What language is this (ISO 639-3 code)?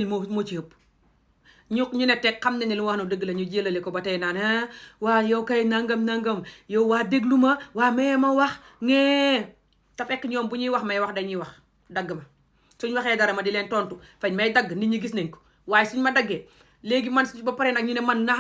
wol